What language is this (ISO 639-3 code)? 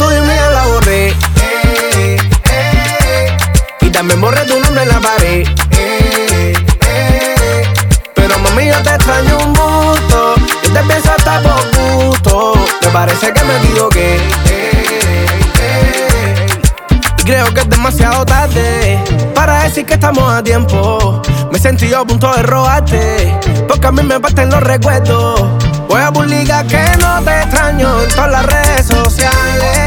spa